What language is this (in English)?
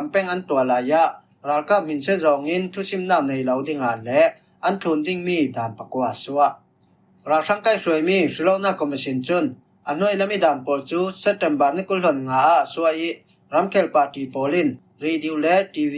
Falam Chin